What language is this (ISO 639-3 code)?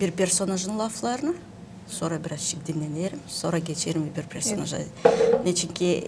gag